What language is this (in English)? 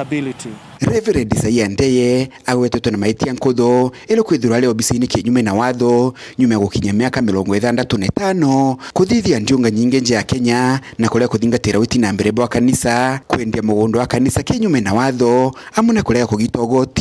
Meru